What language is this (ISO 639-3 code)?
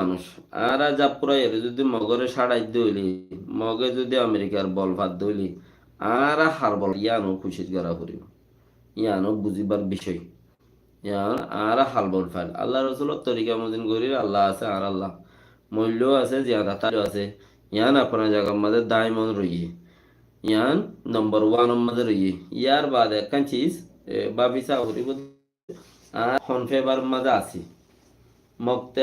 rhg